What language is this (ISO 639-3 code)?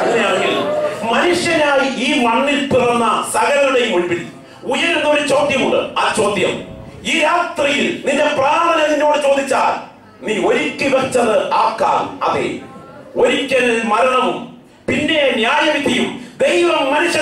mal